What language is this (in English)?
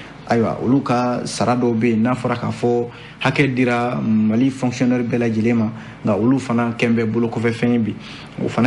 Bambara